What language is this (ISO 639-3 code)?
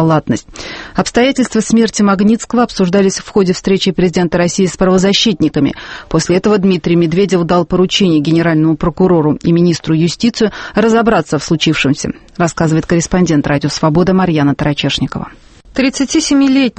rus